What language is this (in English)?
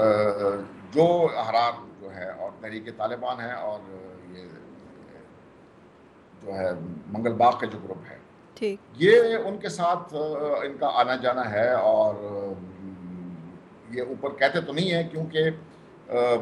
Urdu